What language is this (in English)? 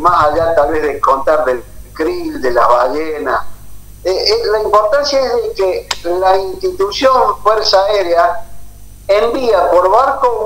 Spanish